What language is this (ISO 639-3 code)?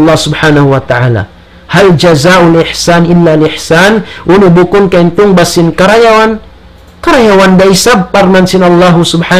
tsg